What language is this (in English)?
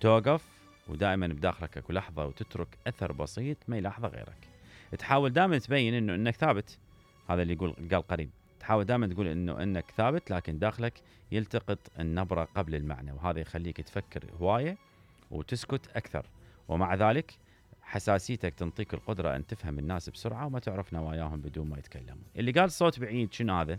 Mesopotamian Arabic